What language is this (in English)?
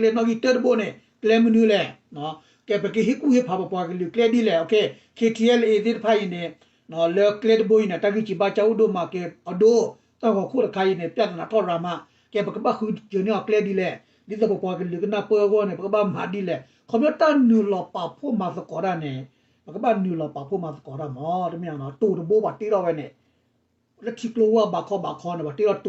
S'gaw Karen